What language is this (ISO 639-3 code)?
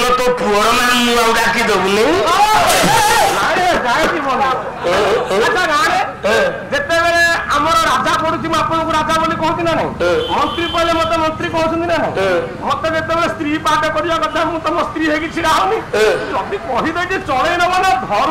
ori